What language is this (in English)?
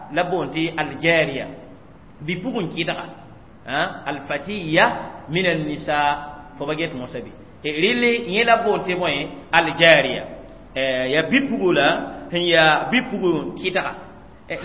Mossi